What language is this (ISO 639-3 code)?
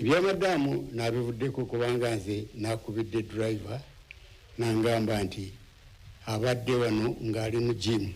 lug